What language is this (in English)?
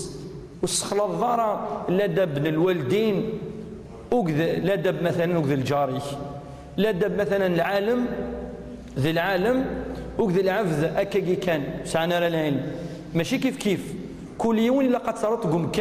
Kabyle